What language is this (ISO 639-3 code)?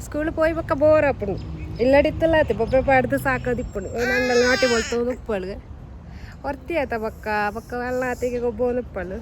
tcy